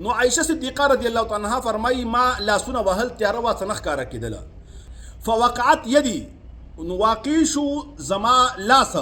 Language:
Pashto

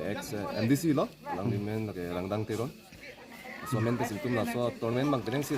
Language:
Karbi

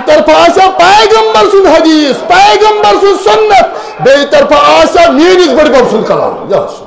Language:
Kashmiri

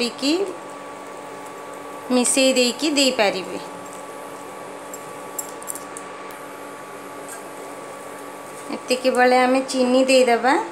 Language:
Odia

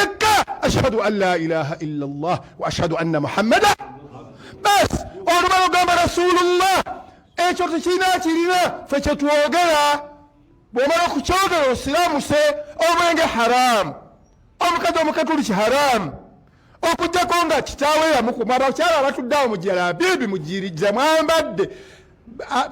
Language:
Ganda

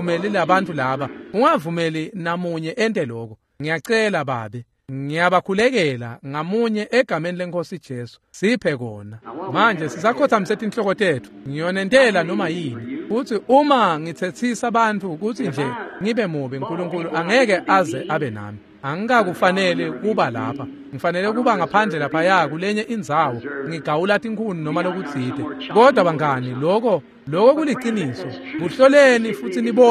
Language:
Swati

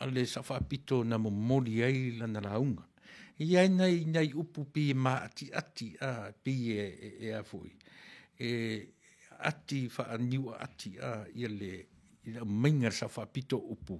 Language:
Samoan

